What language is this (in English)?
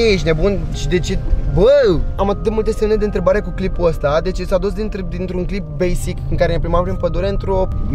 Romanian